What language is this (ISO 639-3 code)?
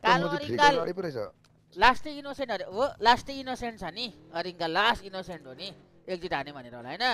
nep